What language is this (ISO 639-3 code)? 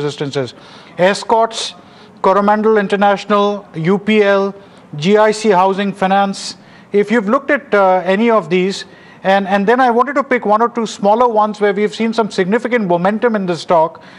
eng